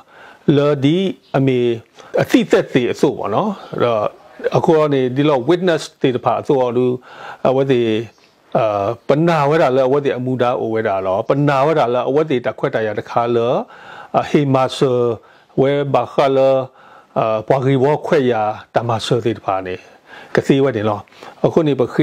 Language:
S'gaw Karen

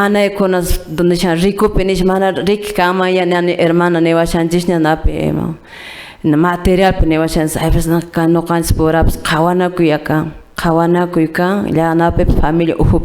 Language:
Quechua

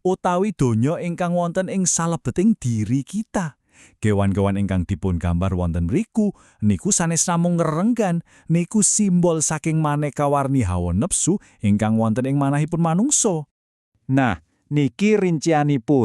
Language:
Javanese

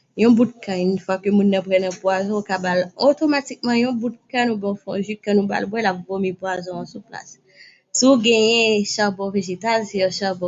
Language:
Haitian Creole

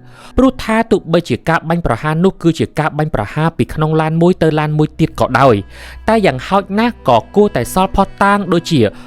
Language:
Khmer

